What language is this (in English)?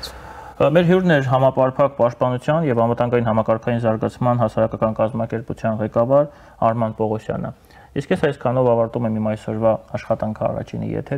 Armenian